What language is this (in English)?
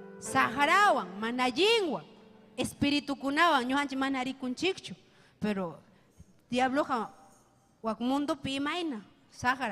Ayacucho Quechua